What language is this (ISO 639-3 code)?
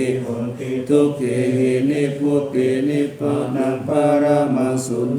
pli